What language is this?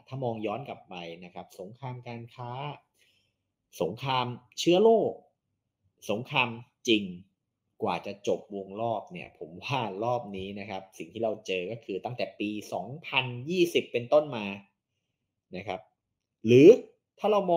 Thai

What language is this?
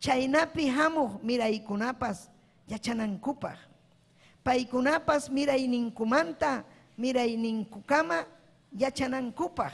Ayacucho Quechua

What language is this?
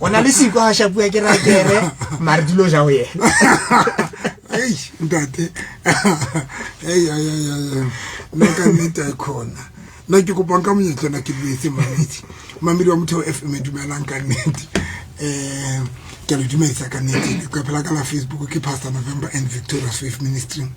Southern Sotho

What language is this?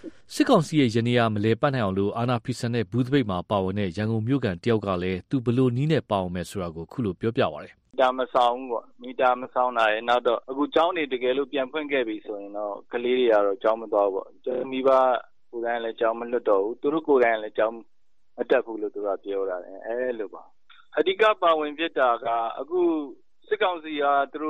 Burmese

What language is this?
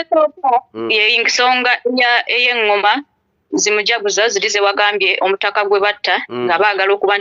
Ganda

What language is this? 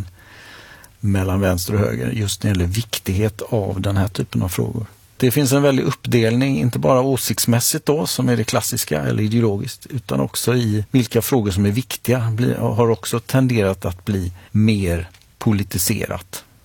Swedish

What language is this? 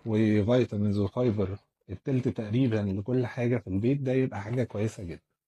Egyptian Arabic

